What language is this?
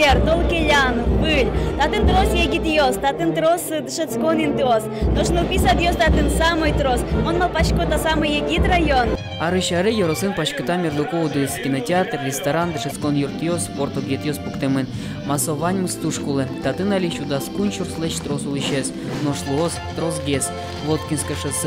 Udmurt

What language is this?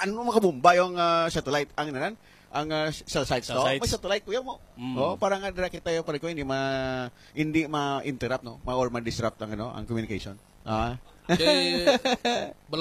Hiligaynon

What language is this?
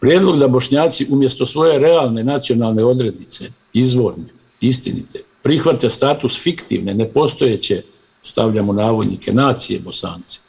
Bosnian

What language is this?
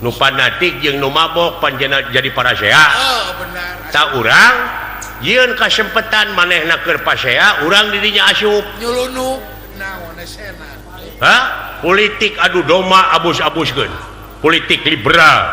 Sundanese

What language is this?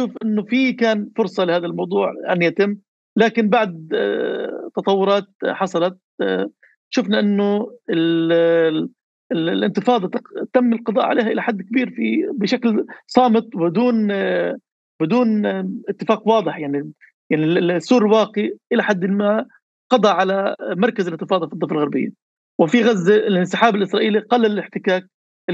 North Levantine Arabic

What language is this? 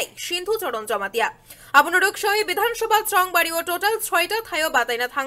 Kok Borok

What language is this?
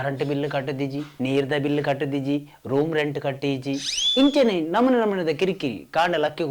Tulu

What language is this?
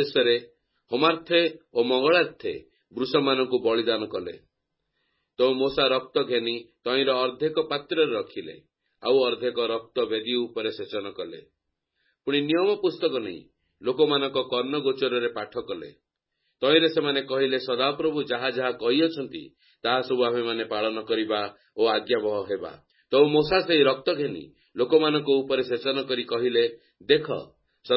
Odia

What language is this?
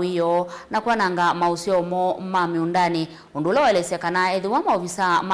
Kamba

